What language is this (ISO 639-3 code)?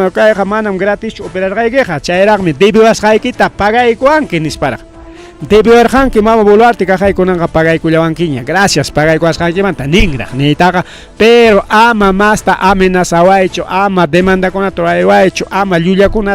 quy